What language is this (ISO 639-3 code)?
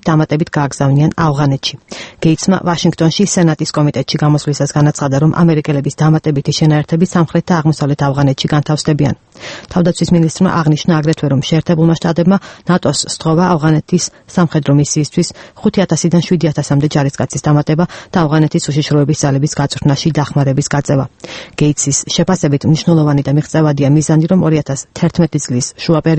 kat